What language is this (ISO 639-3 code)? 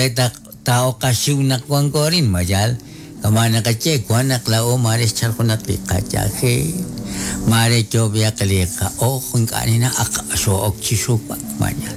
kek